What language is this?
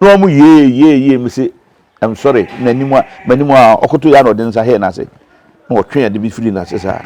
Akan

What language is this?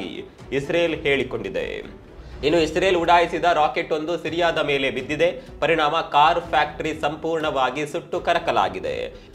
Kannada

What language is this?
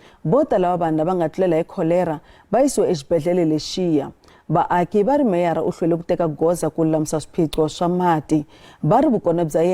Tsonga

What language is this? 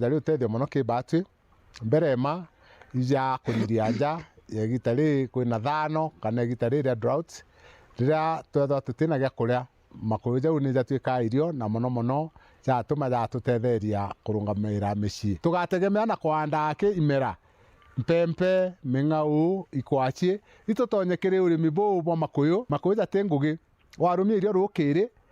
Meru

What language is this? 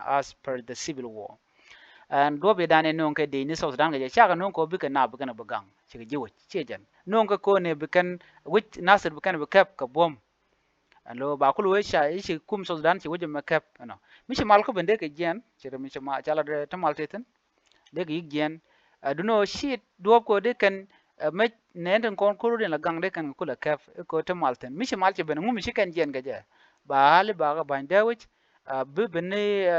Nuer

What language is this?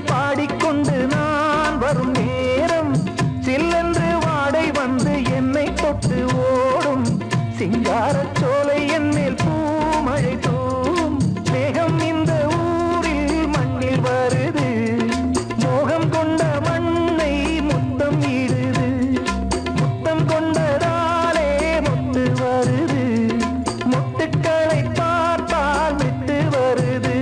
Tamil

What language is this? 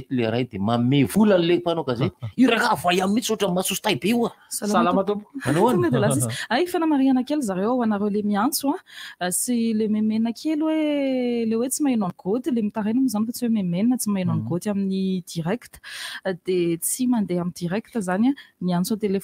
Malagasy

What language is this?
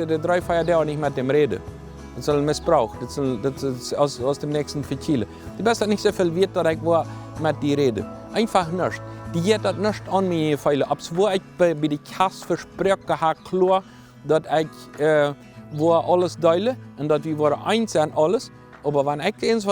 Plautdietsch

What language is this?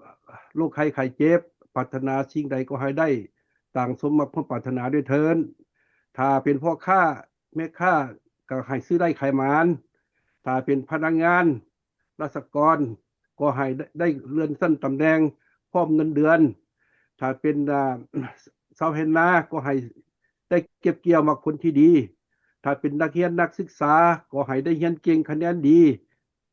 Lao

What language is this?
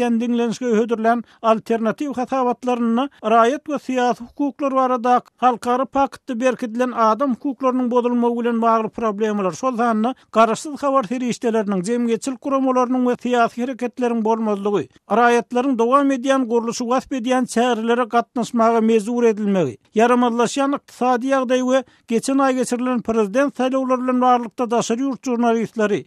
Turkmen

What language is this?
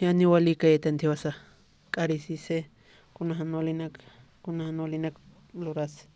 Aymara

